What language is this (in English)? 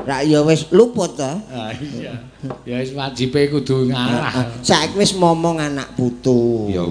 Javanese